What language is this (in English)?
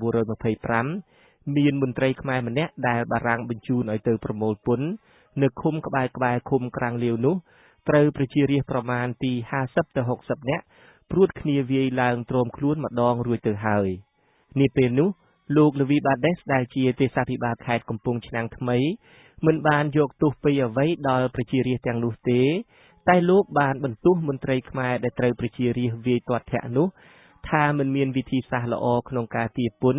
Khmer